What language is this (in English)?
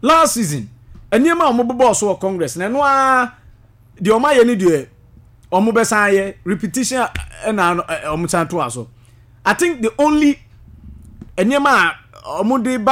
Akan